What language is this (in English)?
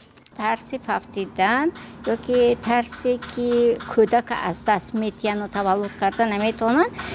Tajik